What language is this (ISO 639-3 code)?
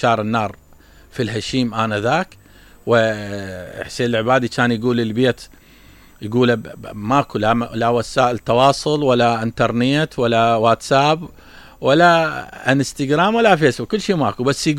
acm